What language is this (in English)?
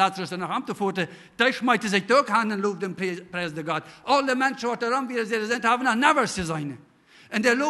Plautdietsch